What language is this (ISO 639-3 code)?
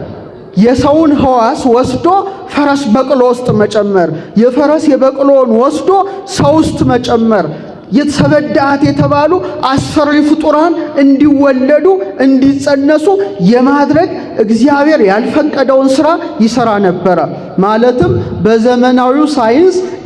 amh